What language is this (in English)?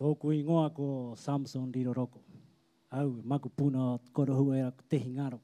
Rapanui